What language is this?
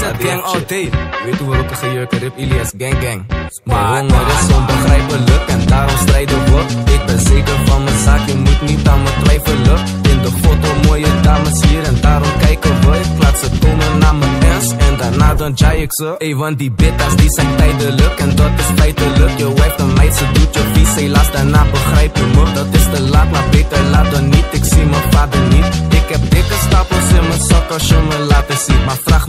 Dutch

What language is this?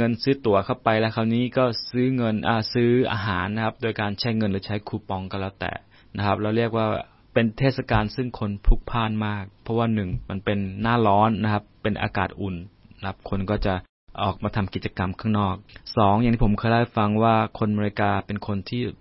Thai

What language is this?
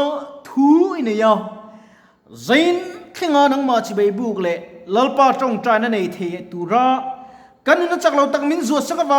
Mizo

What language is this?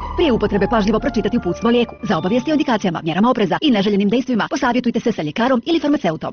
Bosnian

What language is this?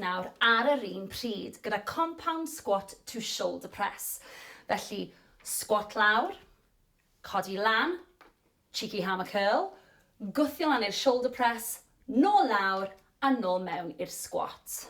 Welsh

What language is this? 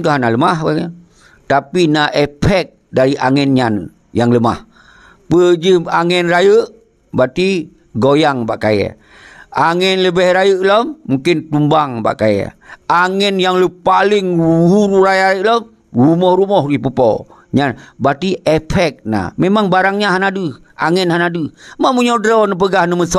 Achinese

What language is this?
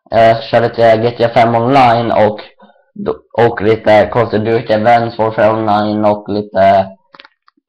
Swedish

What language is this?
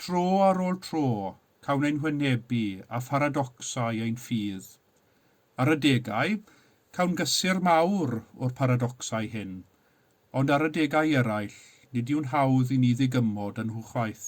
Welsh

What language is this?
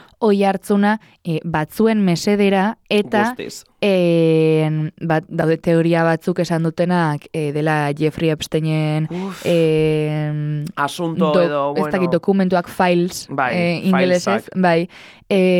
Basque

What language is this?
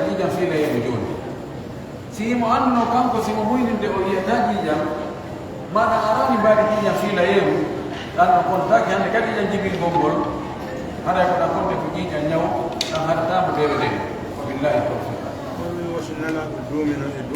Pular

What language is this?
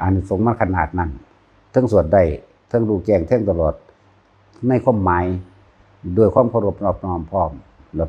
Northeastern Thai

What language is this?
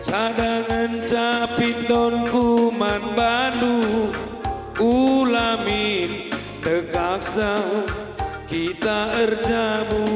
Batak Karo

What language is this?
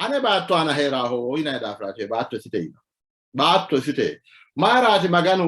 Sidamo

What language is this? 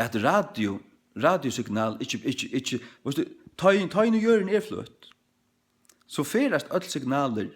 Faroese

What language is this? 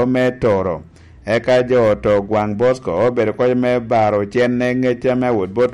Lango (Uganda)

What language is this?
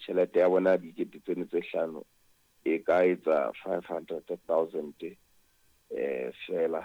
Southern Sotho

